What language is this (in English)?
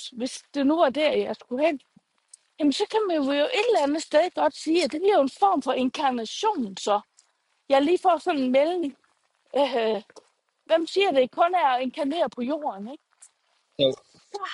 Danish